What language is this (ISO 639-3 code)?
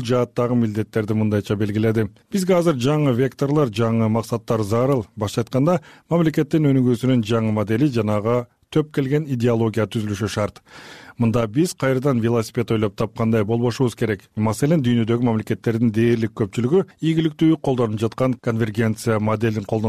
kir